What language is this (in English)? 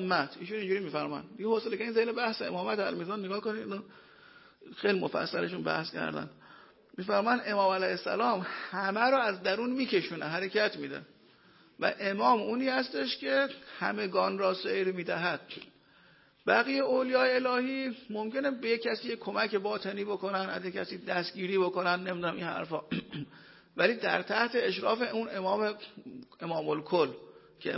Persian